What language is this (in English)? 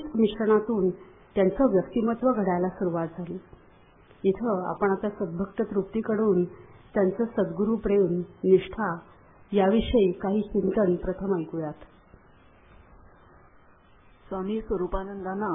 Marathi